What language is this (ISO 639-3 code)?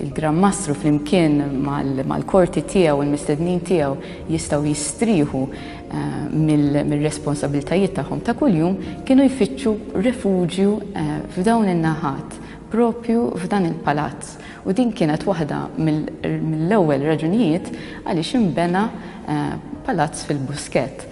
mlt